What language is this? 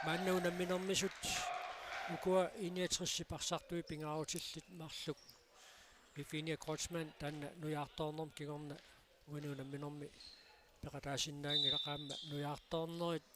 Kalaallisut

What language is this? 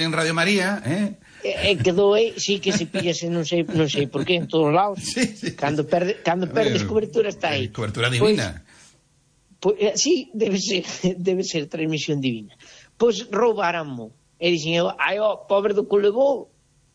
Galician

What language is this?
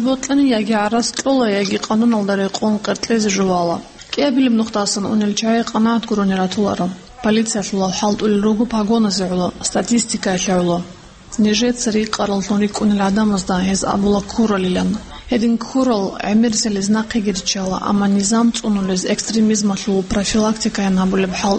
Avaric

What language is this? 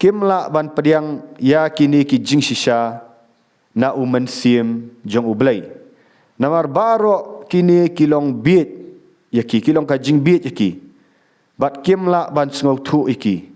Khasi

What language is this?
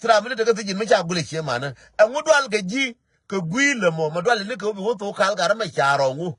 Nuer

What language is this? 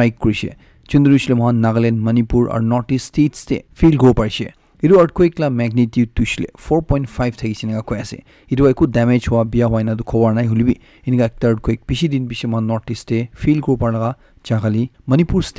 Naga Pidgin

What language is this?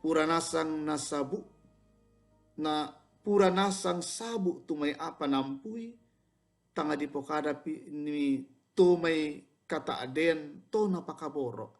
Toraja-Sa'dan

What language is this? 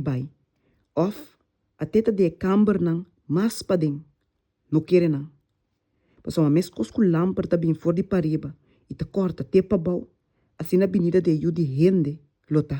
Papiamento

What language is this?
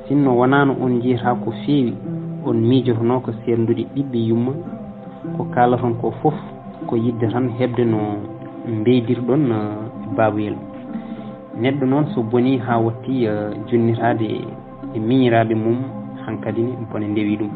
Fula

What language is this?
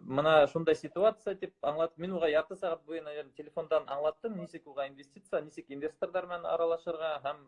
Bashkir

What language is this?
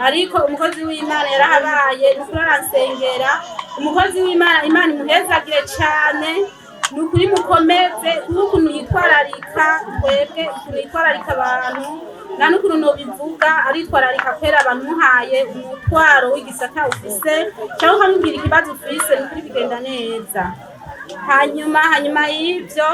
Rundi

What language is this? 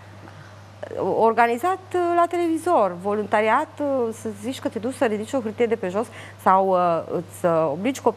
Romanian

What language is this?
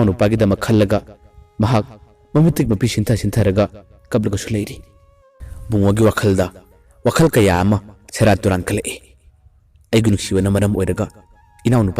Manipuri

